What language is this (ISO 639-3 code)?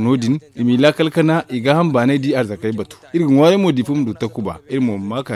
dje